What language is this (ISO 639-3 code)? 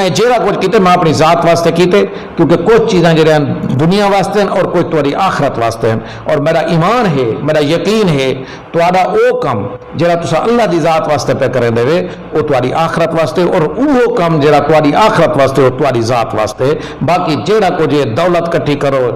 skr